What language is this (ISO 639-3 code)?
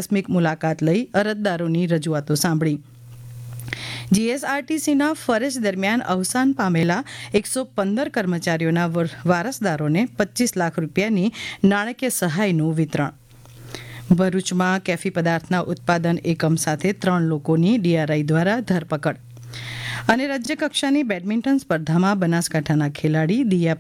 guj